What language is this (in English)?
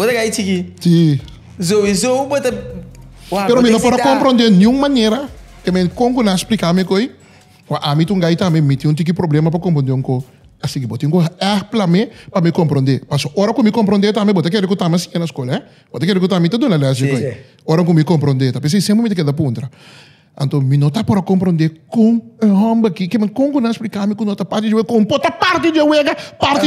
Papiamento